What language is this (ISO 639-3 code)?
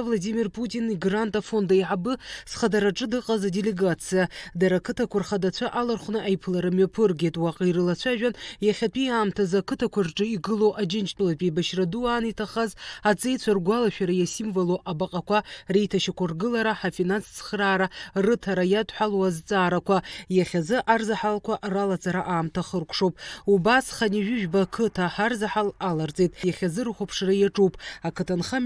abk